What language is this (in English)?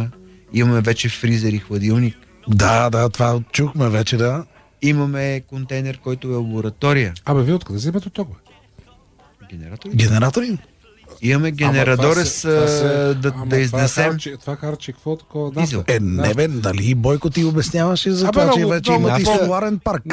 Bulgarian